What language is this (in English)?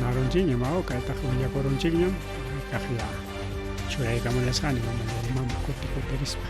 Ayacucho Quechua